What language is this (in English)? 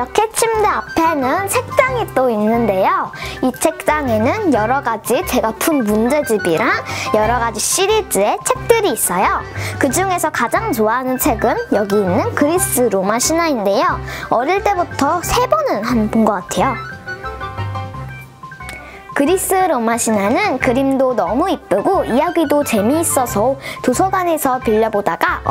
Korean